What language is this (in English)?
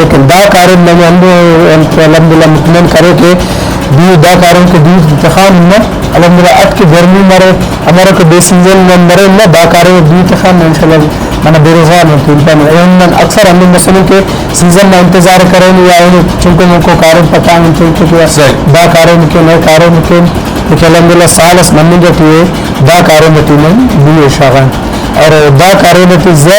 Brahui